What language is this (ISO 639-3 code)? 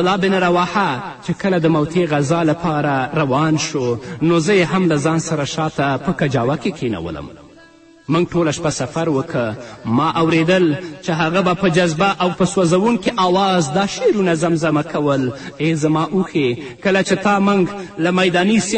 pus